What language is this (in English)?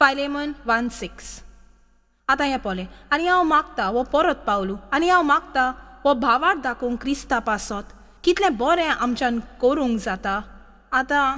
Konkani